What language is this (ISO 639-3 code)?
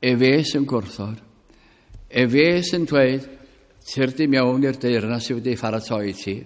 cym